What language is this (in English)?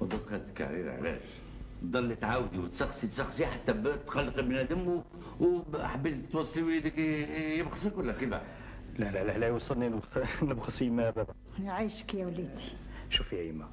Algerian Arabic